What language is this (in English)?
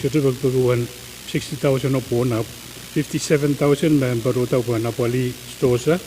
Pohnpeian